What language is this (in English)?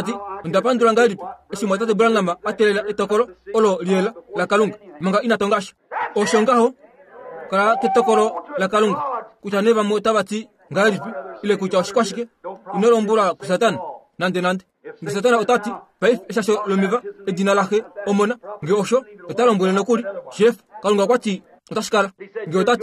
Kuanyama